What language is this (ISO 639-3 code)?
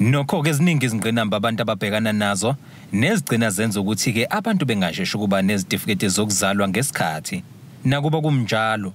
zul